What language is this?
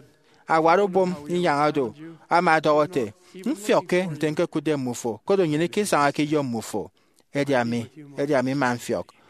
Efik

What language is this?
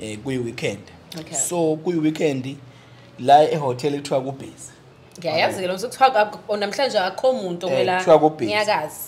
Zulu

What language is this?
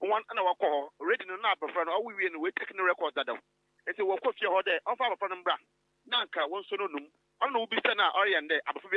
Akan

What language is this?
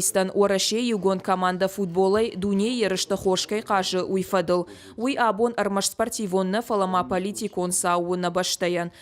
Ossetic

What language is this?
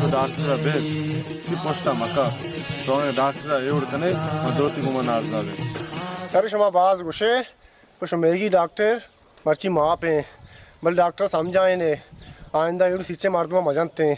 Baluchi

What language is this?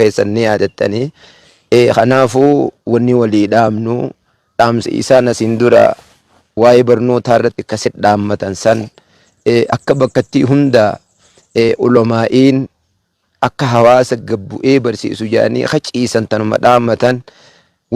Oromo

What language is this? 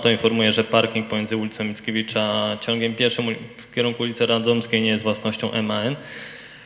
Polish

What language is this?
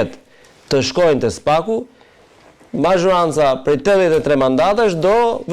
Albanian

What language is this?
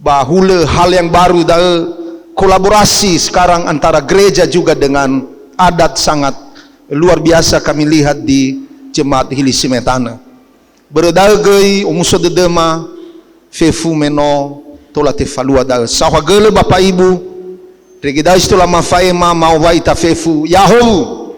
Nias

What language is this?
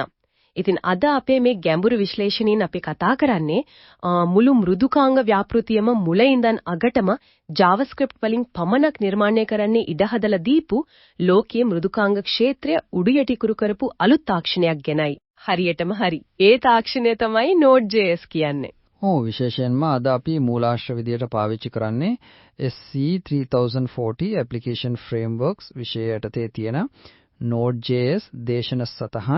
Sinhala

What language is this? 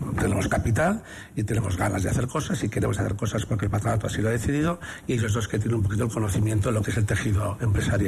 Spanish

